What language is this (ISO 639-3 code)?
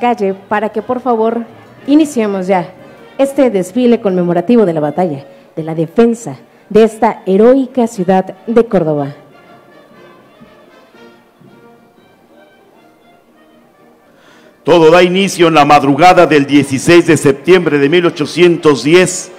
spa